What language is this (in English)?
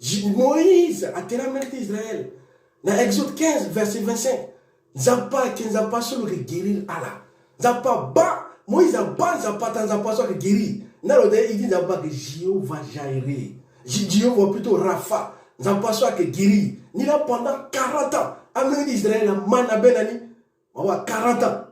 Sango